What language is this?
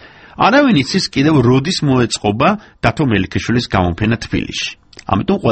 Georgian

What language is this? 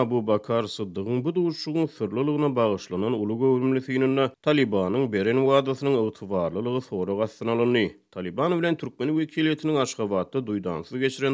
Turkmen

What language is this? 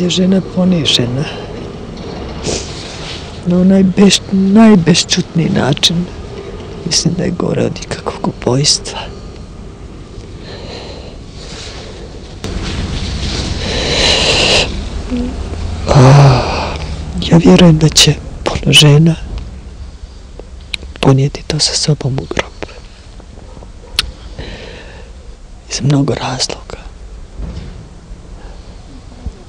Croatian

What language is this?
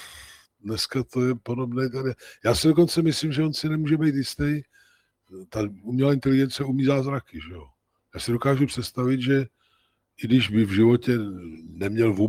Czech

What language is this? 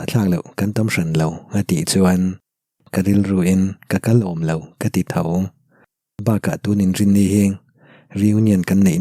Mizo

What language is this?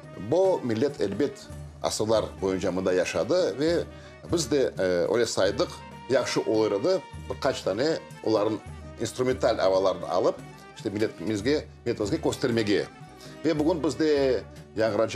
Crimean Tatar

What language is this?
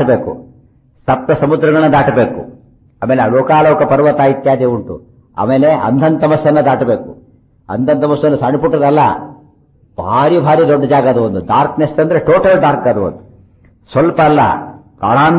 Kannada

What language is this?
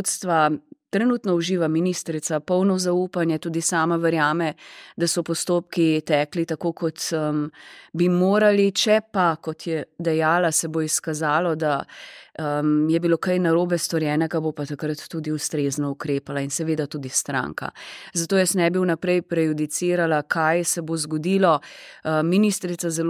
Slovenian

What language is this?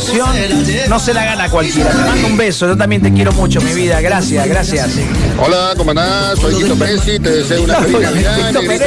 Spanish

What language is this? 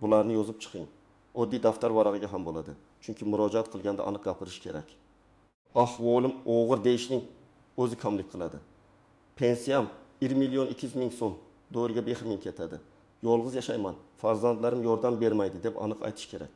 Uzbek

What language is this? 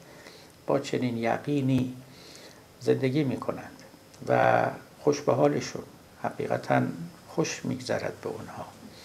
Persian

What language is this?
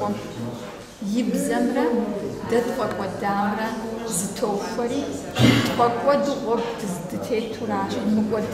Kabardian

